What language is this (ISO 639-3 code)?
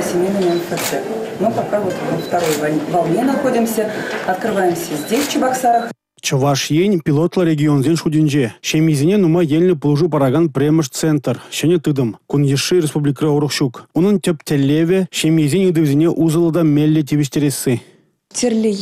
chv